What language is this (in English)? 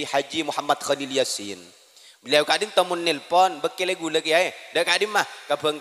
Madurese